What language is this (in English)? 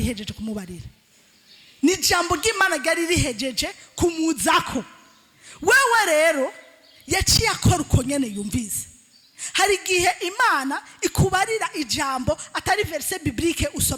Rundi